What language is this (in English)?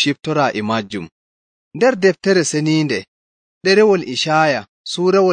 Nigerian Fulfulde